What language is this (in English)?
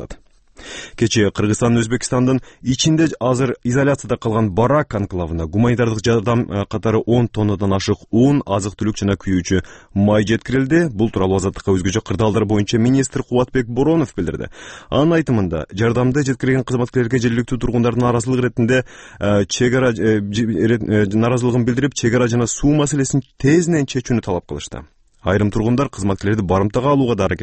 Kyrgyz